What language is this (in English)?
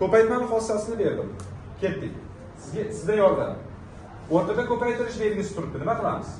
Uzbek